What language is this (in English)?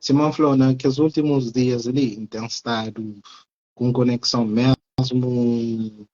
Kabuverdianu